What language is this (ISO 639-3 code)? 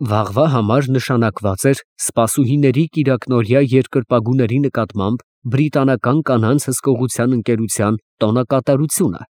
hye